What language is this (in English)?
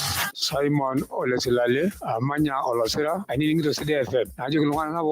Masai